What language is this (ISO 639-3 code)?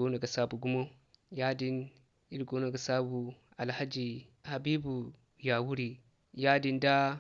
dje